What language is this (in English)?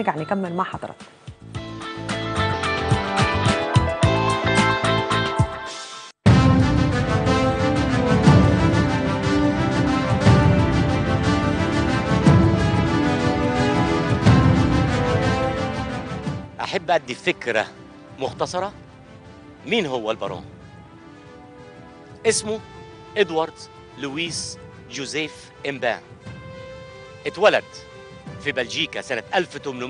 Egyptian Arabic